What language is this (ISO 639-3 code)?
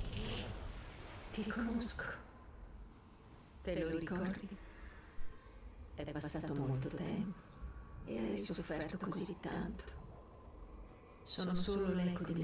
ita